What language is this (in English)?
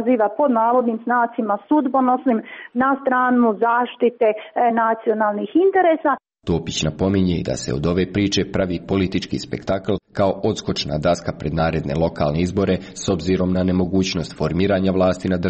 Serbian